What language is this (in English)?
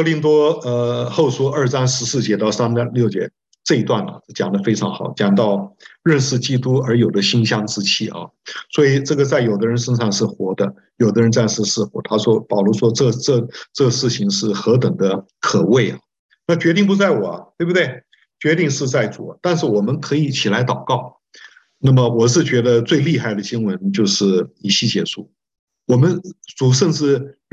Chinese